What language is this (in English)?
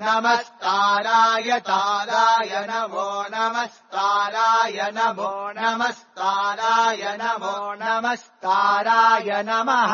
Sanskrit